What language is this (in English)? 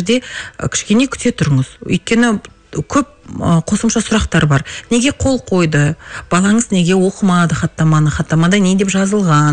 Kazakh